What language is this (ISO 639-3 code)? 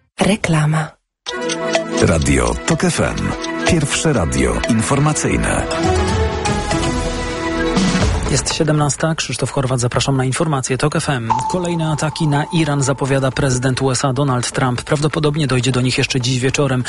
pol